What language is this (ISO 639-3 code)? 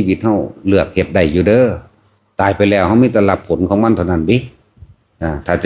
lao